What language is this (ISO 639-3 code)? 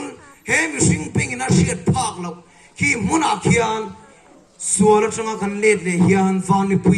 lus